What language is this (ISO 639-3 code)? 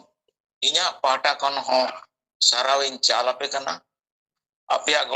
sat